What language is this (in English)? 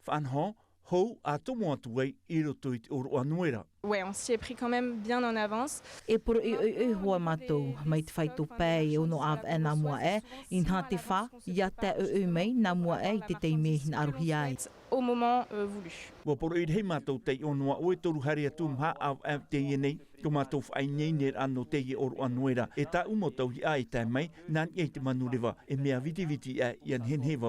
Tahitian